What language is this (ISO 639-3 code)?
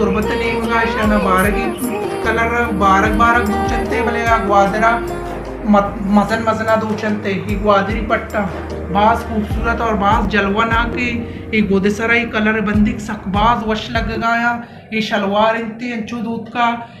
bal